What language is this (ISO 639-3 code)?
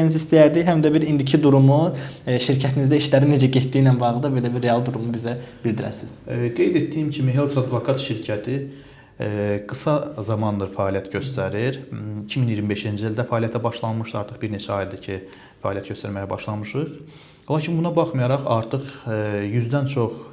aze